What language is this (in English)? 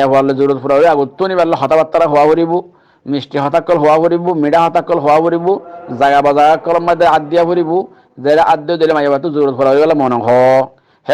Rohingya